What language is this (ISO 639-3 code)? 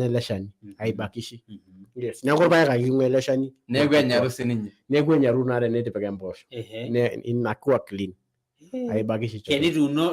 mas